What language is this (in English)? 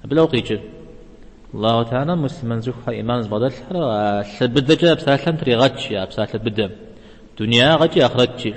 Kabardian